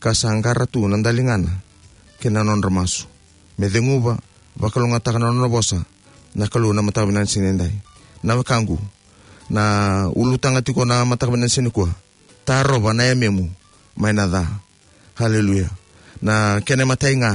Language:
Fijian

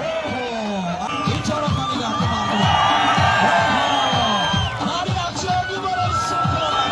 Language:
Tajik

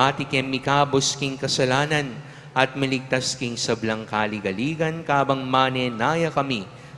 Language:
Pampanga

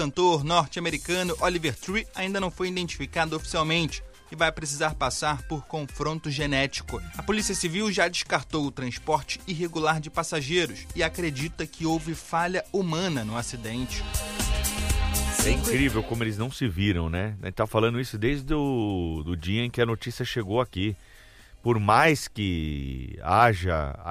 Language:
Portuguese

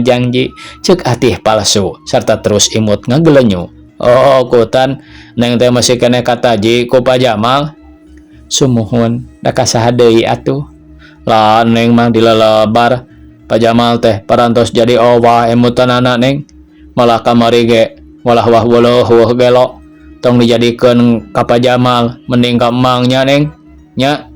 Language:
Sundanese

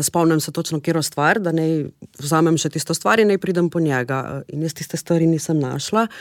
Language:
Slovenian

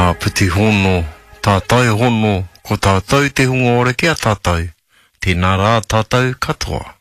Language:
Māori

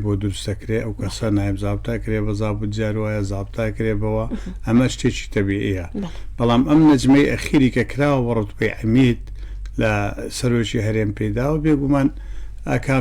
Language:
Central Kurdish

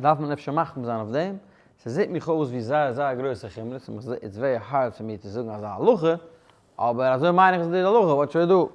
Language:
Yiddish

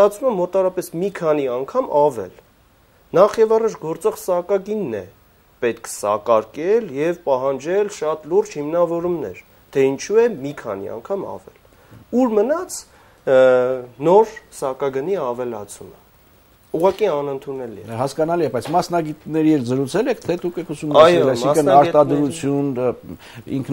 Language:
Armenian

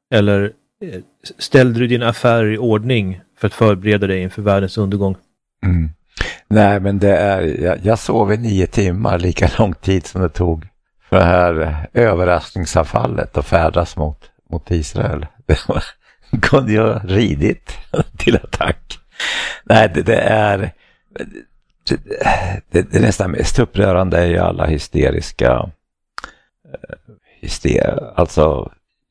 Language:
Swedish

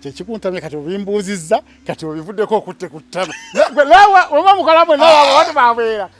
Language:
Ganda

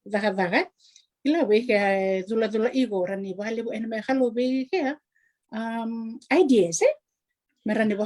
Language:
Fijian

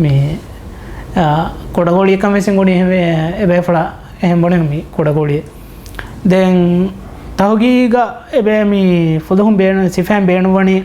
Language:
Divehi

